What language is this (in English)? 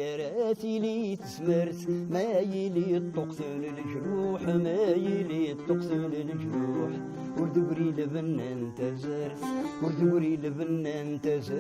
Kabyle